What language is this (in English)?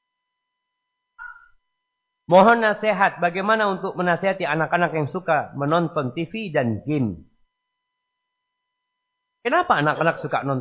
Indonesian